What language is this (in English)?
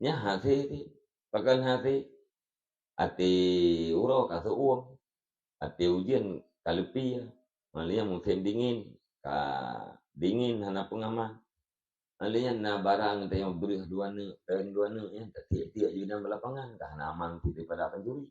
Achinese